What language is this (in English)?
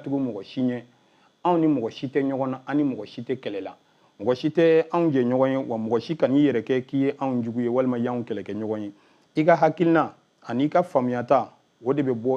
Bambara